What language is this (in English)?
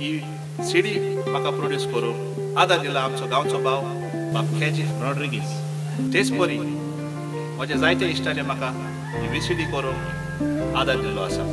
Konkani